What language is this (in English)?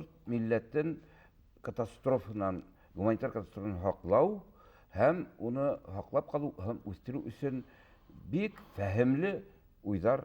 Bashkir